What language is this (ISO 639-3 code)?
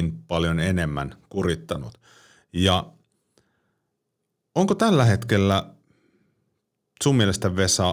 fin